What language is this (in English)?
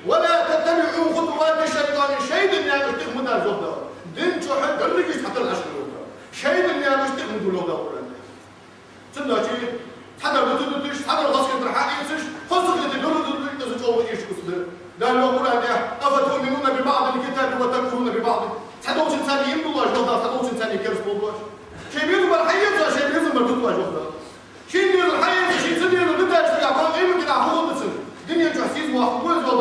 Ingush